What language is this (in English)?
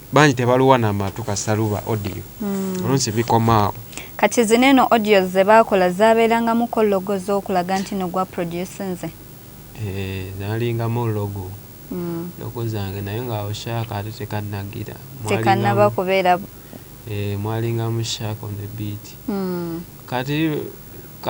Ganda